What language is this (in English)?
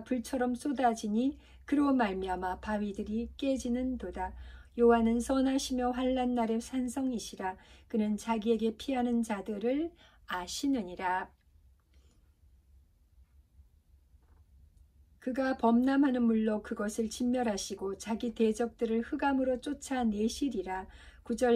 Korean